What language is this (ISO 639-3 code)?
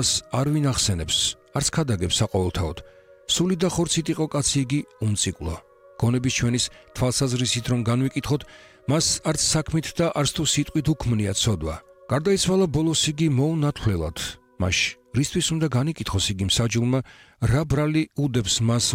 kat